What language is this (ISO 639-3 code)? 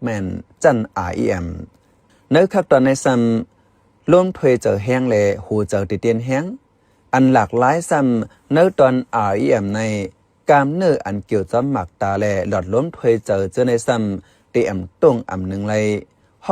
shn